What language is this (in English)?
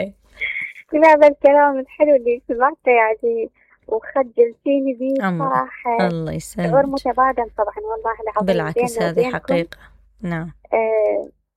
Mesopotamian Arabic